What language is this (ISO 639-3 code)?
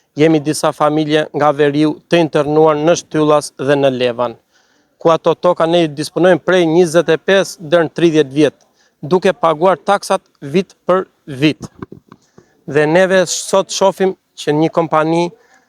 sqi